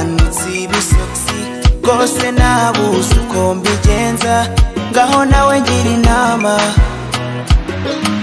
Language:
Kinyarwanda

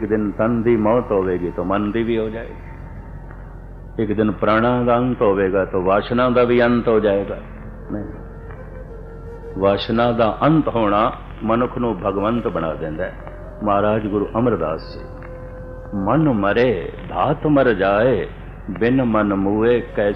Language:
Punjabi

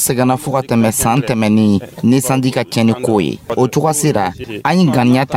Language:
Dyula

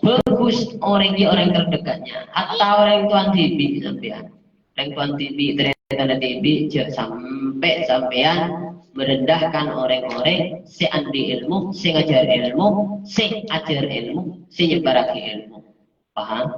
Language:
Madurese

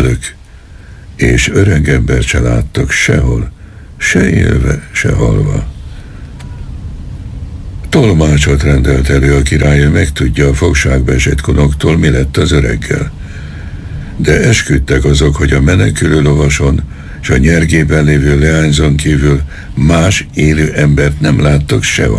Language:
Hungarian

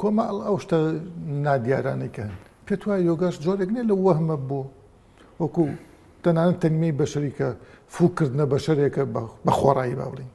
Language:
Central Kurdish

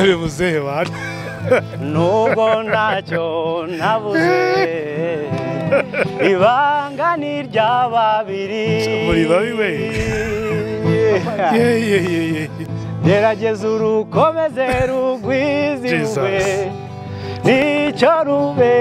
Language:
Kinyarwanda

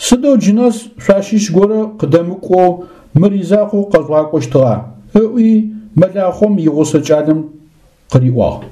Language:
Adyghe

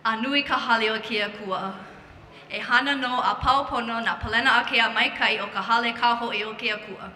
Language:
Hawaiian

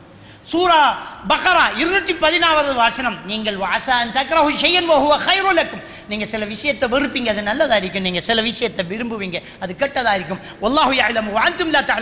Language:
Tamil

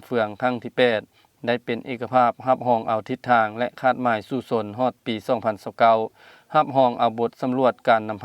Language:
Lao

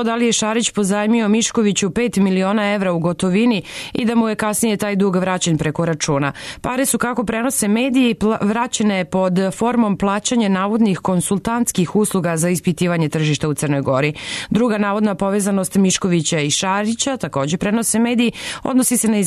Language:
Serbian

